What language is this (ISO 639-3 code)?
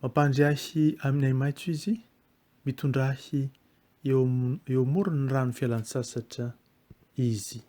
mlg